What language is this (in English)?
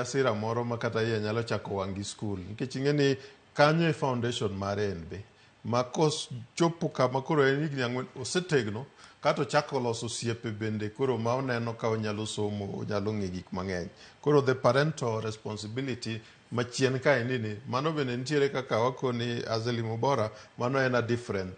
Luo (Kenya and Tanzania)